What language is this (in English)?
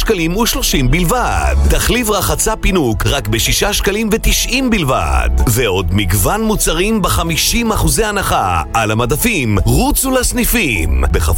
Hebrew